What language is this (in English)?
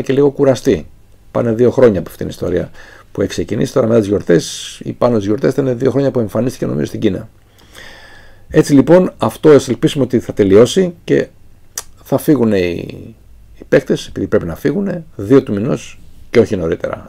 Greek